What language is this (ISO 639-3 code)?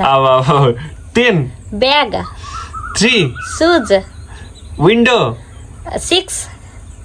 nep